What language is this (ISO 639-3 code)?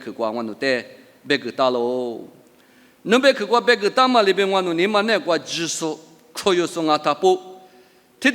lis